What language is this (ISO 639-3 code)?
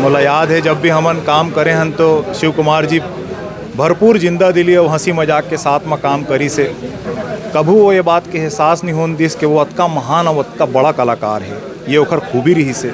hne